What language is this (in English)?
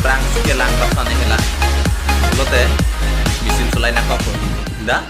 Karbi